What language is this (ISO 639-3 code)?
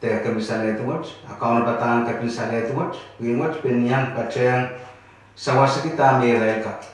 pon